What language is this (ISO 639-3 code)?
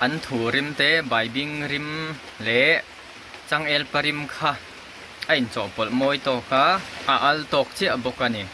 lus